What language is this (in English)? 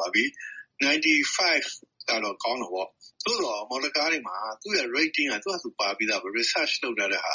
Burmese